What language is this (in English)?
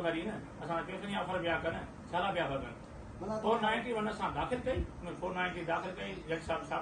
Sindhi